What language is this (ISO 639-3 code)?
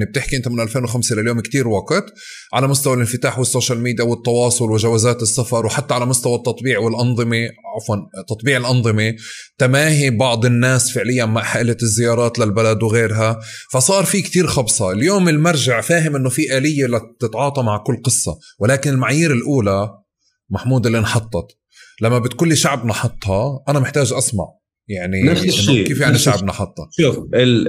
apc